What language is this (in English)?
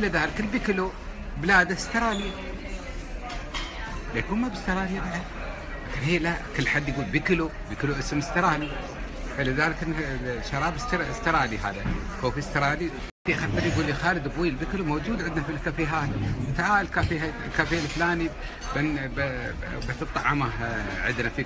Gulf Arabic